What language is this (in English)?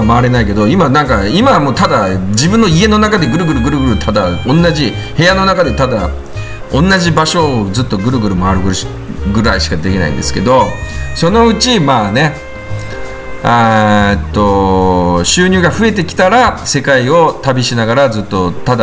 Japanese